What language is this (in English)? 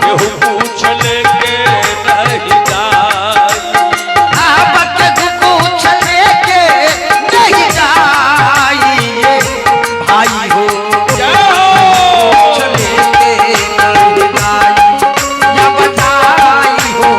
Maithili